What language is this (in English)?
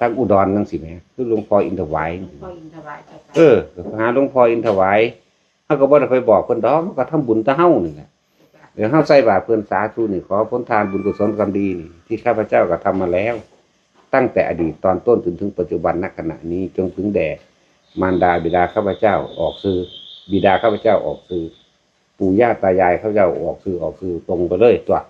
Northeastern Thai